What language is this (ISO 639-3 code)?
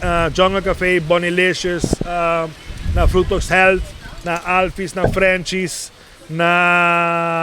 pap